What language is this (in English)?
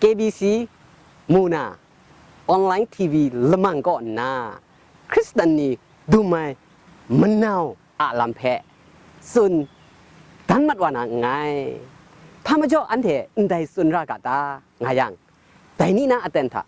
Kachin